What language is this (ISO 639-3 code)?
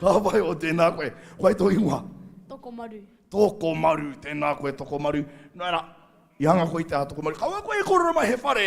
mri